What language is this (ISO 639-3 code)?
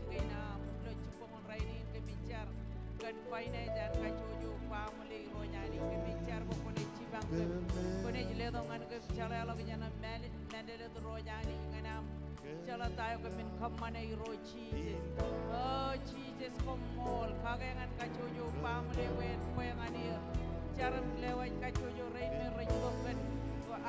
mah